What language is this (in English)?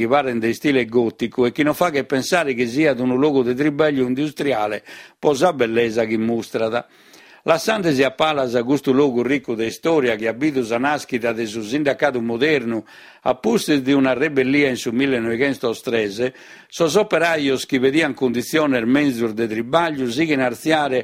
Sardinian